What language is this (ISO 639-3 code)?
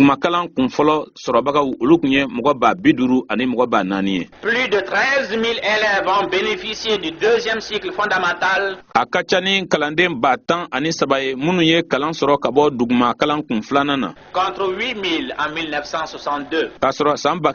bam